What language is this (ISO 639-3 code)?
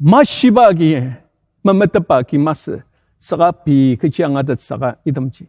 njo